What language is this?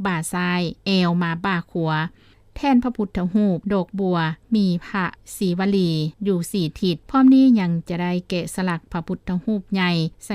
Lao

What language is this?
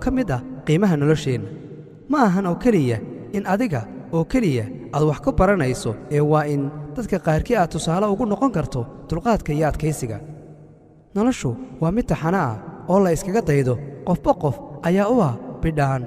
Somali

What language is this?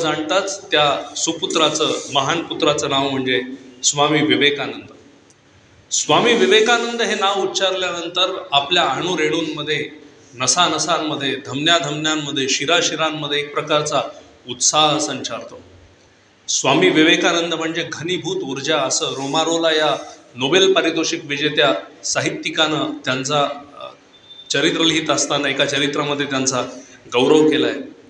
Marathi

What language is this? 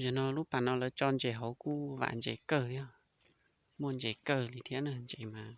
Hmong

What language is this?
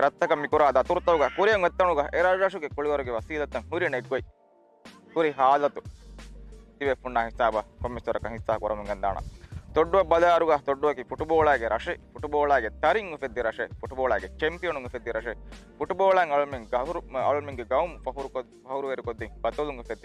Divehi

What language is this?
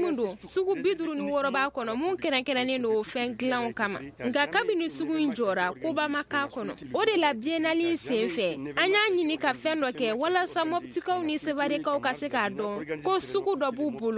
Bambara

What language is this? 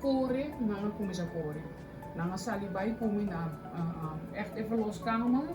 Papiamento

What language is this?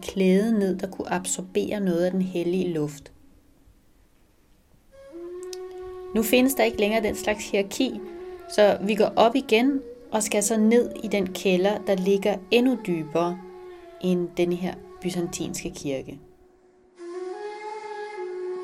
Danish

